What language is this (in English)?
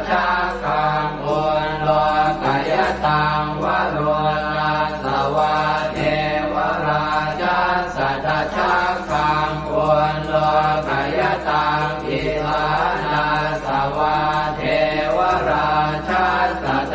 Pali